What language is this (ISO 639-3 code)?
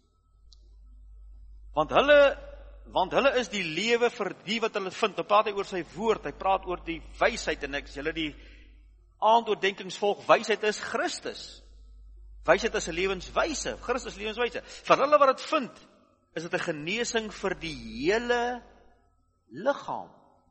afr